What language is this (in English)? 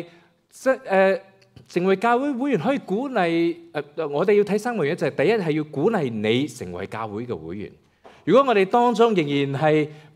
Cantonese